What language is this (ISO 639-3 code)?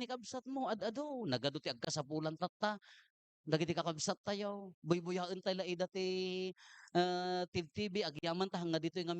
ilo